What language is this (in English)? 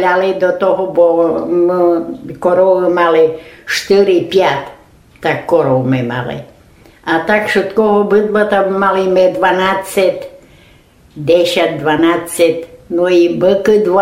Rusyn